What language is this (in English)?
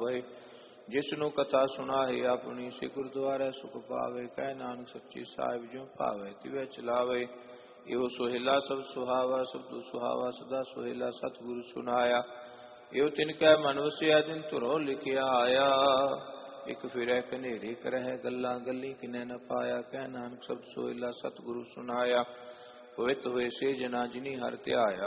Punjabi